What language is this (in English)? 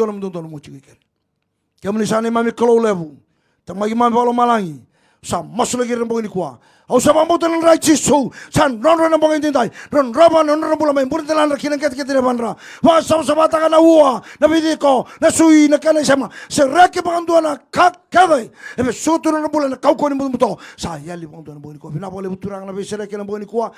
Fijian